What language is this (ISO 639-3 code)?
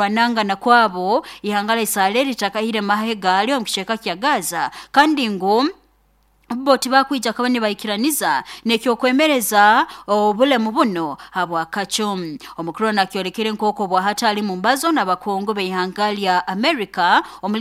nyo